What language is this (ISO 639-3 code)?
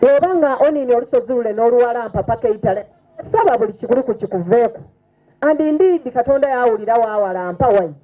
xog